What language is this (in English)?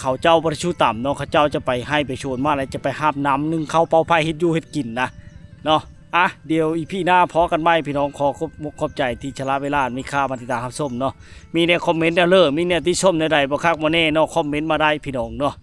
Lao